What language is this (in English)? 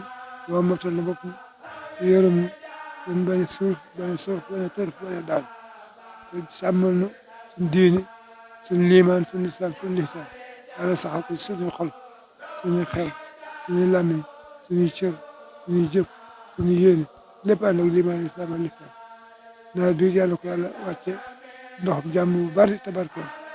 Wolof